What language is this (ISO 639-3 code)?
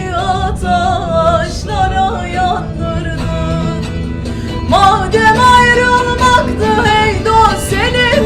zza